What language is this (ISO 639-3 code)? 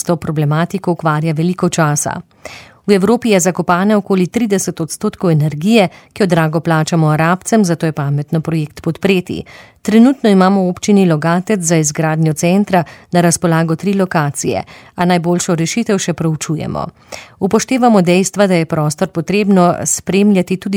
slv